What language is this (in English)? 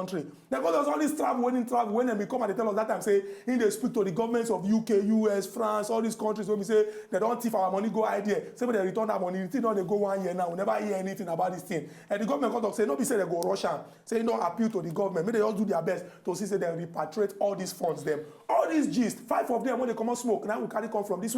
Nigerian Pidgin